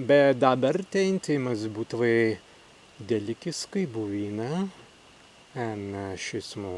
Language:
Prussian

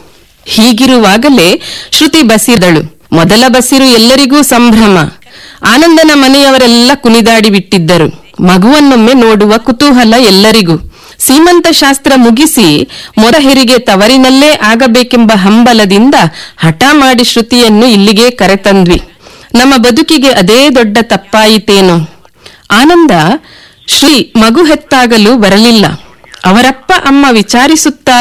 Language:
Kannada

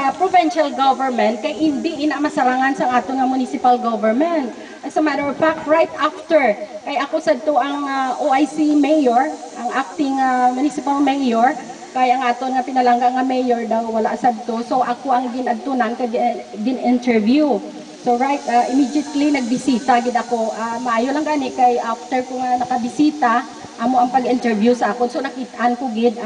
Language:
Hiligaynon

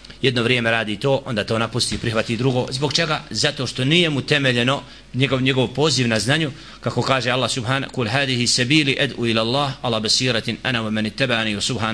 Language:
Bosnian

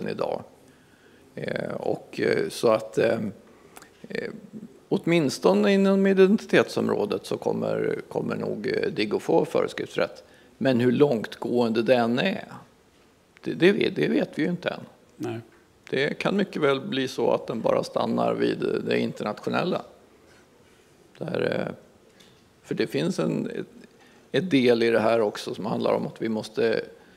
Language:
Swedish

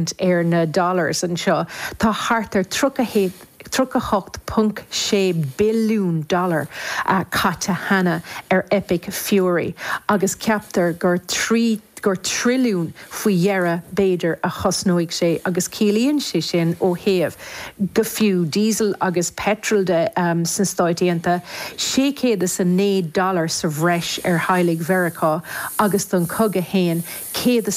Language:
Irish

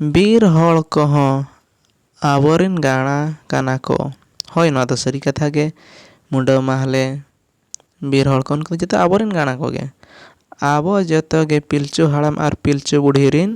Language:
Santali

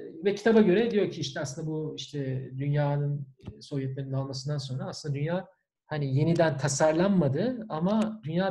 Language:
Turkish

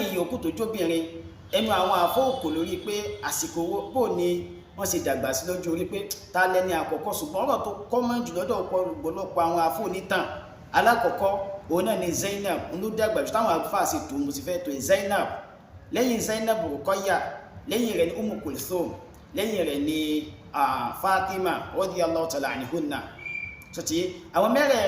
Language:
Yoruba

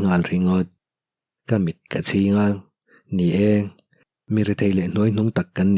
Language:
Mizo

